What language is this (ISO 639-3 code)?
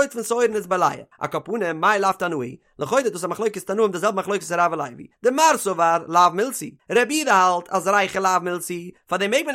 yid